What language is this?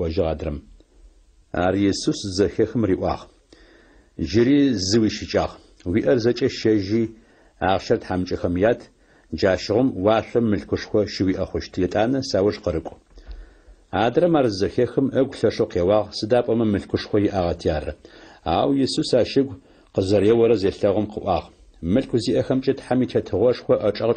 Adyghe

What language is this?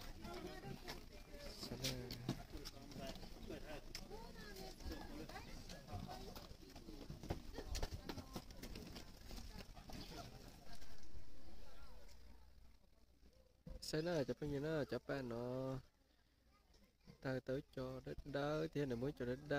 Vietnamese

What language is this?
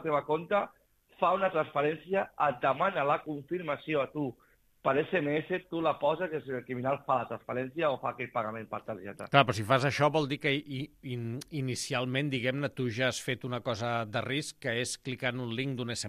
Catalan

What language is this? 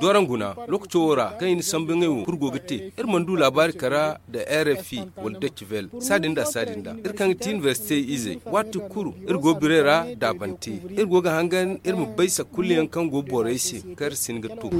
Zarma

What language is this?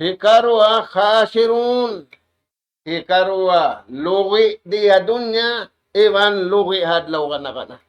Tausug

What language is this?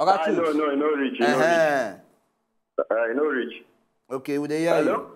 Nigerian Pidgin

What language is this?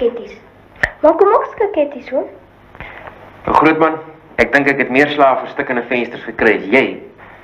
Afrikaans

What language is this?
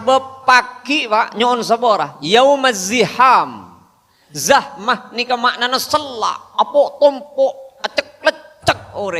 Madurese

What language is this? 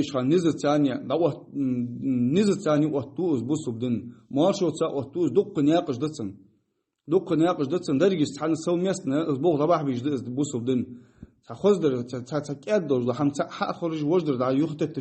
Ingush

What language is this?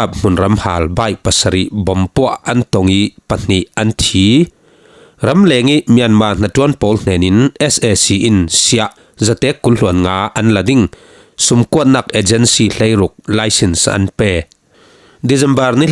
Falam Chin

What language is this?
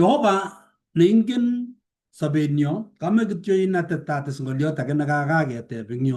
Kalenjin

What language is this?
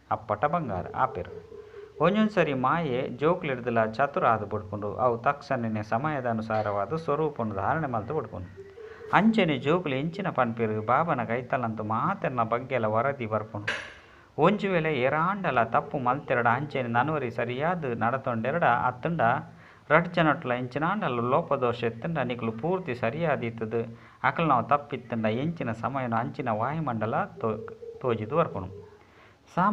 Tulu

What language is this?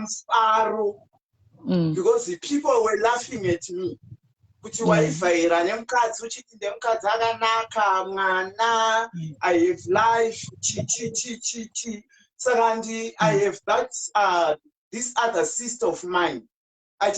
Shona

